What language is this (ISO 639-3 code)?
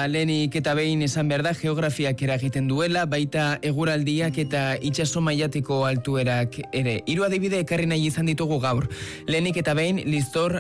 eus